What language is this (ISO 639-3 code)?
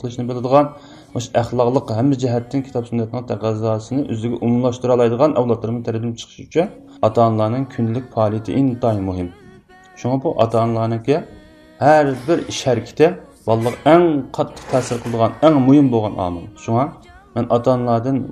uig